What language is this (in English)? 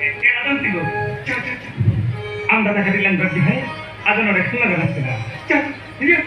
Santali